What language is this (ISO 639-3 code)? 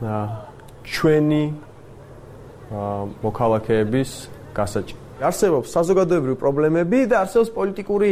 kat